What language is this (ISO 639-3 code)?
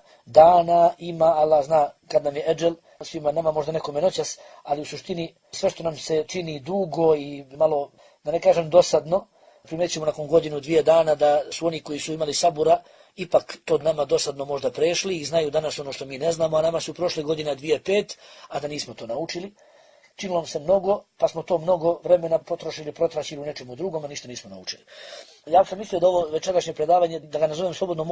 bos